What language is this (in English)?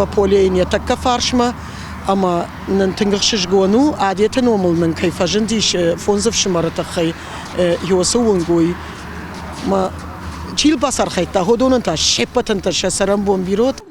Ossetic